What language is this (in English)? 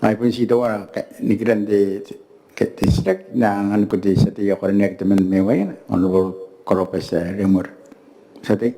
Gilbertese